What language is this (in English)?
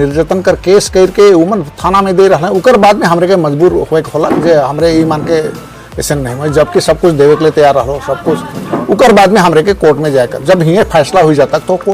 Sadri